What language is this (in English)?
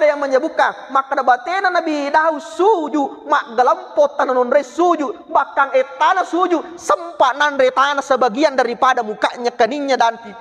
Buginese